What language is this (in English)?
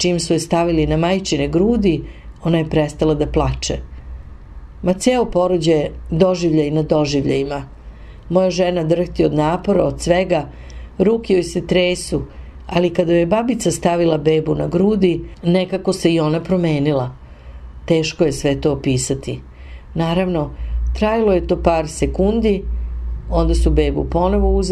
Serbian